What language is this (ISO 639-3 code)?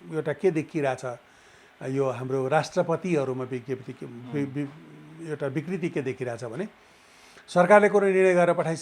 nep